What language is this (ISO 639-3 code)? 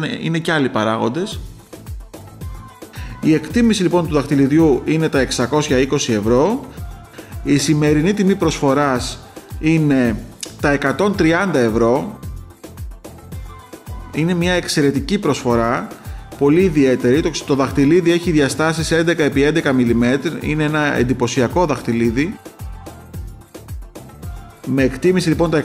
ell